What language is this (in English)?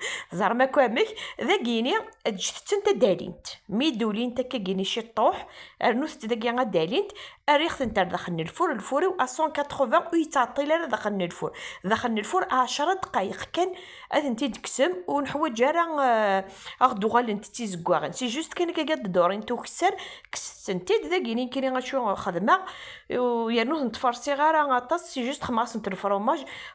Kabyle